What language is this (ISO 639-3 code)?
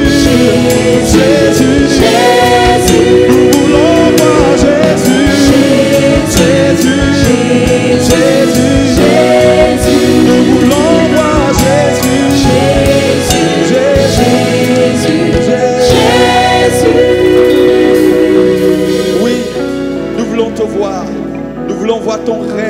fra